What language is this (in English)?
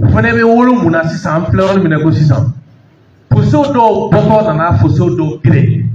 Bambara